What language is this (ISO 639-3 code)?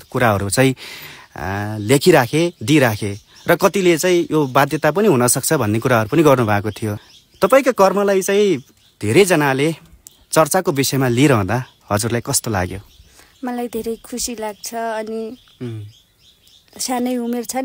nep